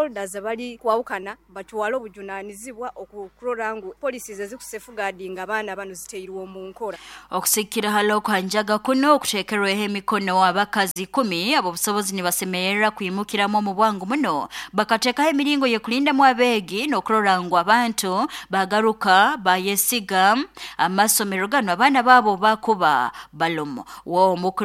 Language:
Nyoro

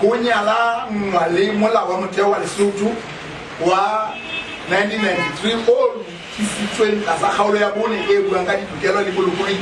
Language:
Southern Sotho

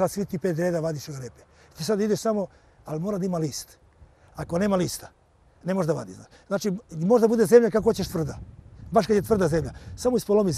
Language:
Serbian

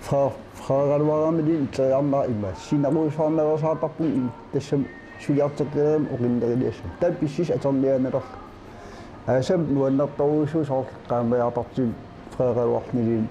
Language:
Kalaallisut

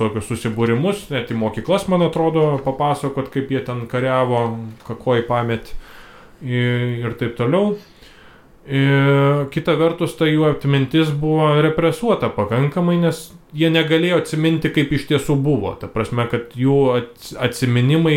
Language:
Lithuanian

